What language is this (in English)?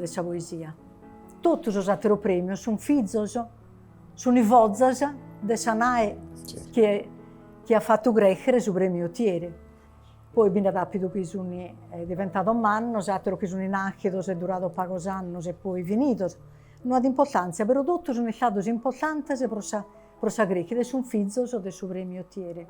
Sardinian